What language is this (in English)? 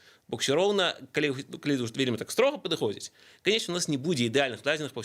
Belarusian